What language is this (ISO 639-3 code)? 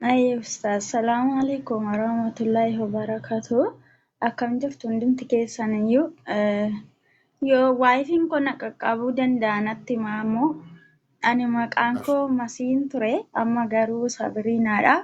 orm